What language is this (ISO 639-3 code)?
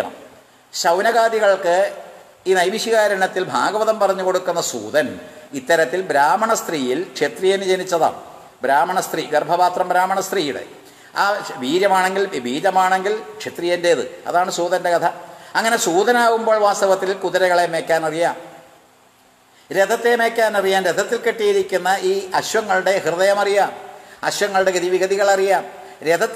mal